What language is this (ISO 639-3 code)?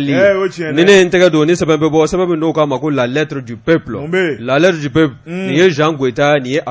bam